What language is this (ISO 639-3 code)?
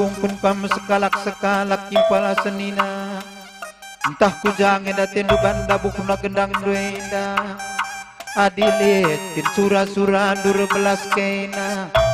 btx